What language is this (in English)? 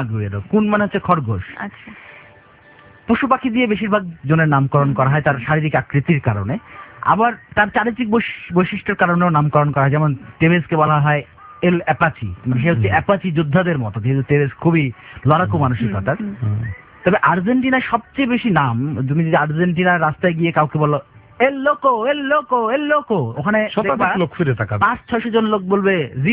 Bangla